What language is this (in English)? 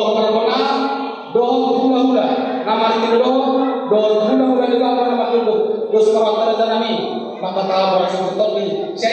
Batak Toba